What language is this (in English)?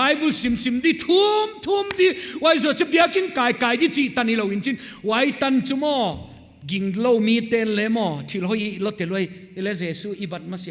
Paite Chin